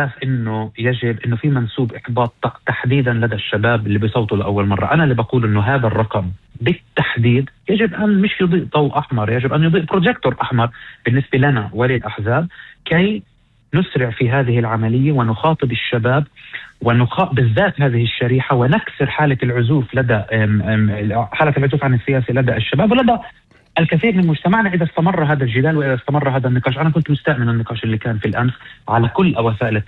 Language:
North Levantine Arabic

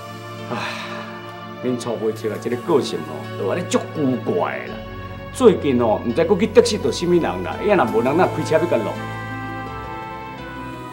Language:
Min Nan Chinese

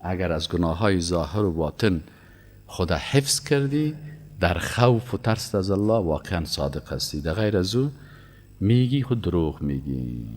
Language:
Persian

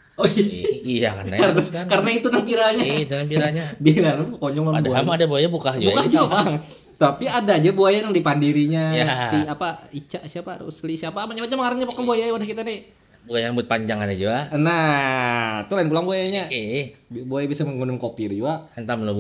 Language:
Banjar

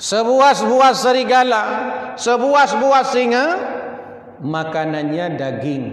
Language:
Achinese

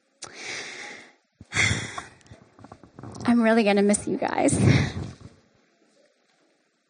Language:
English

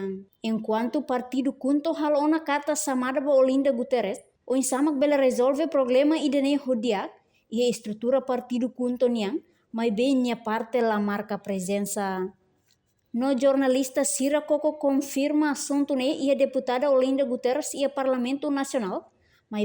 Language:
Tetum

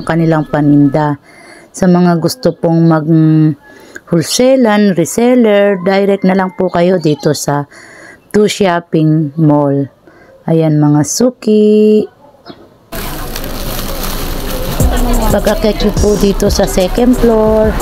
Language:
Filipino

